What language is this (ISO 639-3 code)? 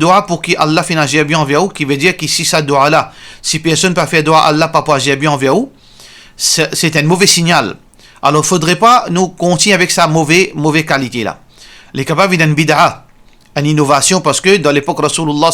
mfe